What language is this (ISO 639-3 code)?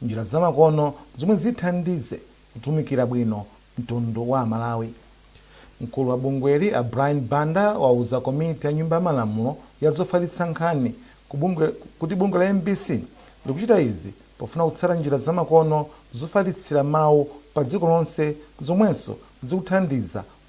nya